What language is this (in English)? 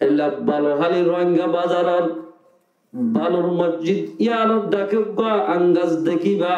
Rohingya